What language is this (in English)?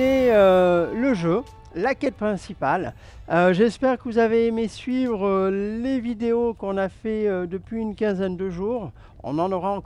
French